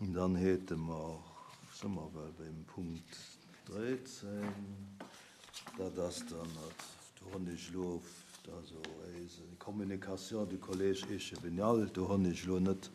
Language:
Luxembourgish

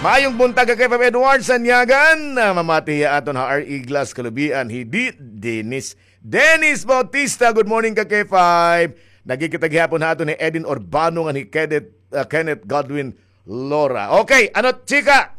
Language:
Waray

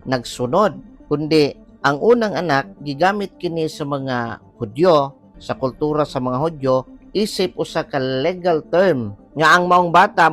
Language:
Cebuano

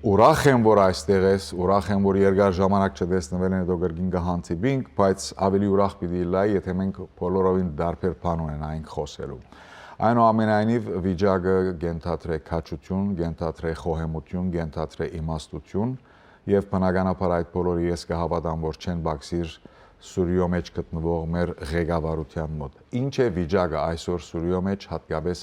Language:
Western Armenian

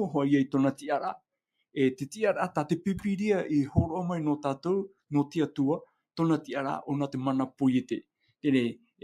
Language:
Tahitian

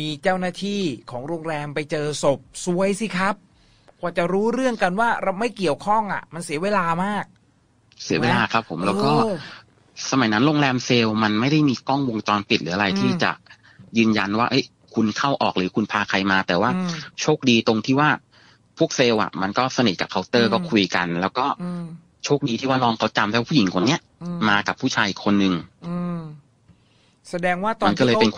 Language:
Thai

